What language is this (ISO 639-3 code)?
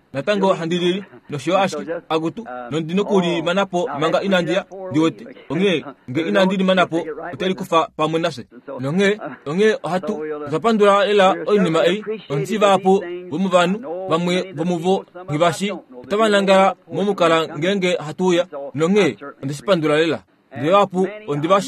kua